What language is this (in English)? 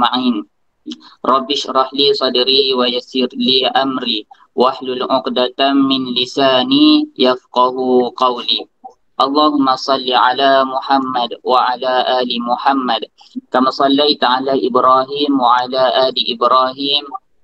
Malay